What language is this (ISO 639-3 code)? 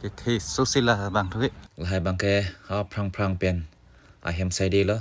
mjw